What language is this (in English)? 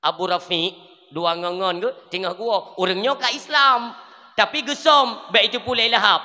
Achinese